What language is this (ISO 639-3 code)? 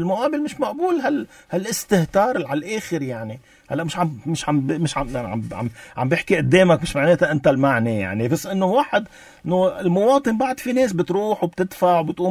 apc